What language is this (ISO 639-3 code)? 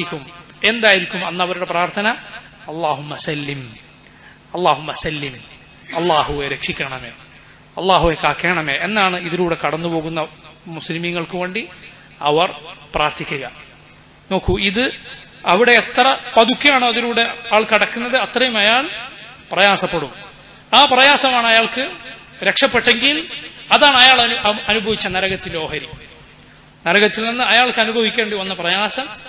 mal